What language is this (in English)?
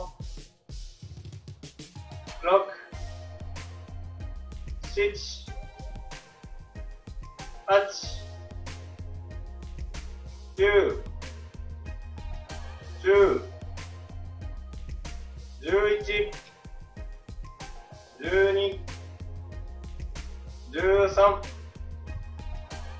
Japanese